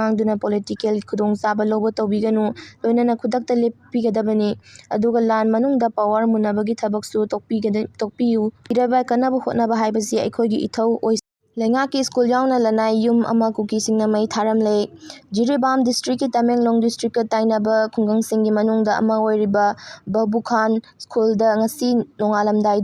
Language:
Manipuri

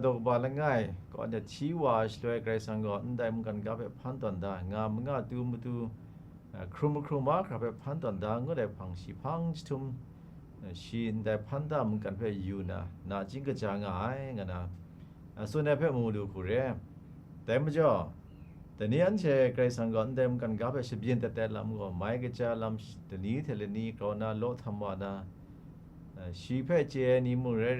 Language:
Kachin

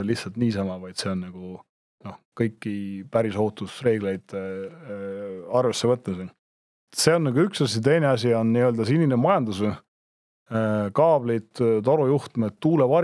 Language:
Estonian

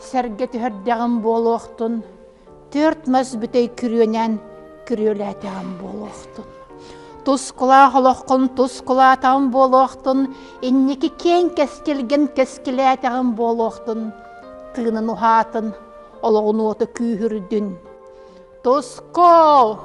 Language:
Yakut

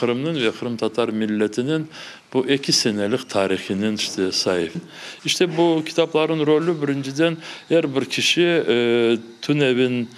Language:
Crimean Tatar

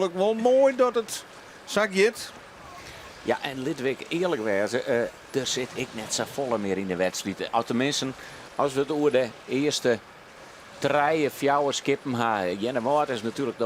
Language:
Western Frisian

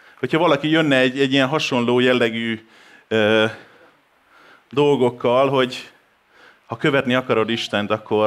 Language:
Hungarian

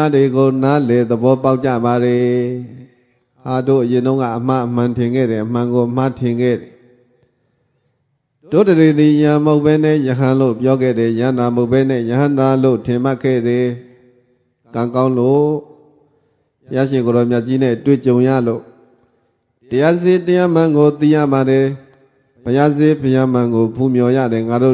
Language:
Burmese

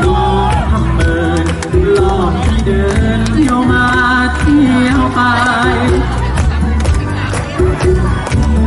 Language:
Thai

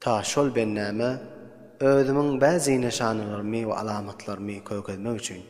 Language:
Turkmen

